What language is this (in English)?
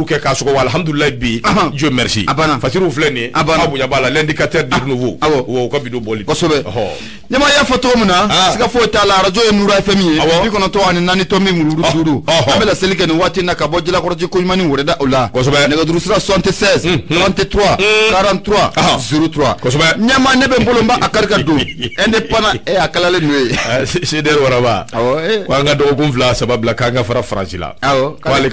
Bambara